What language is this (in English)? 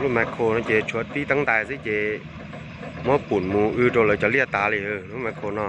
Hmong